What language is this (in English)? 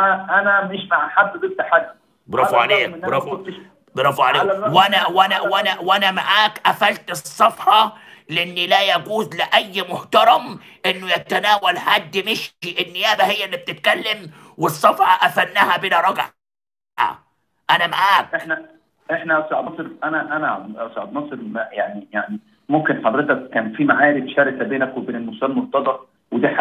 Egyptian Arabic